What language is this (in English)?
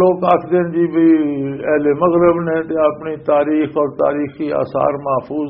Western Panjabi